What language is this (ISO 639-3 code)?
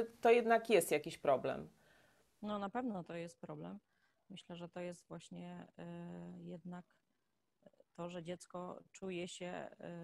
pol